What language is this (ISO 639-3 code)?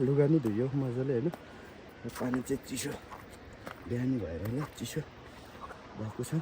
nep